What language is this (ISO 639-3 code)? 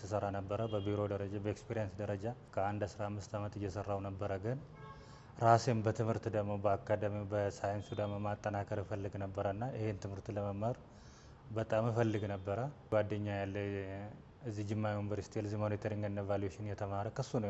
amh